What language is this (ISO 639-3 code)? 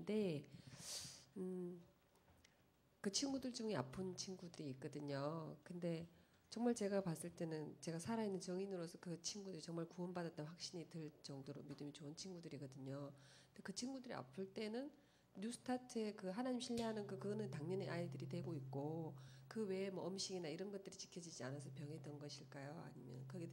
kor